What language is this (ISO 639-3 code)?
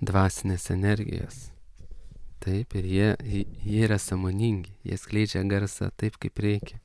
lit